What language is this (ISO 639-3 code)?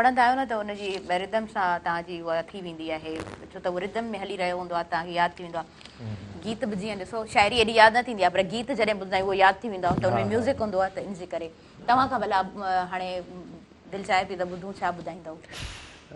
snd